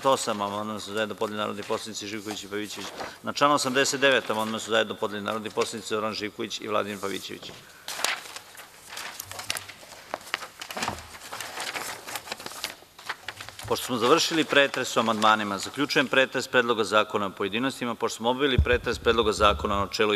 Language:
Serbian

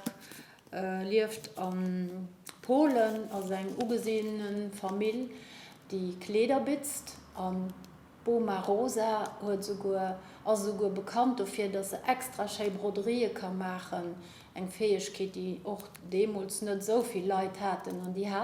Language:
Luxembourgish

